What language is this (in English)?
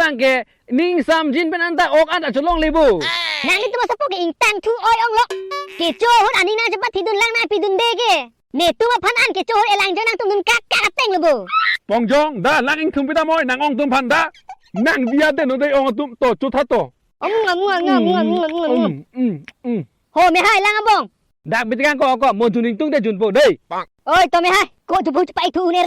Karbi